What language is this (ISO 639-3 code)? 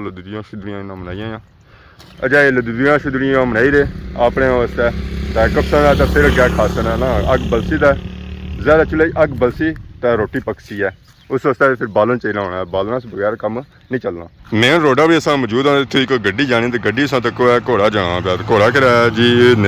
phr